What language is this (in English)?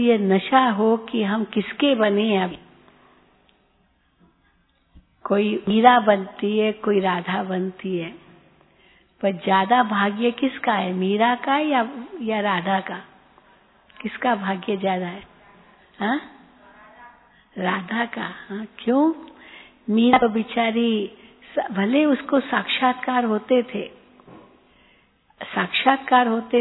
Hindi